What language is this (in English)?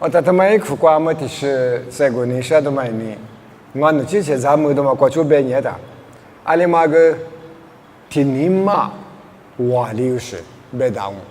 Lisu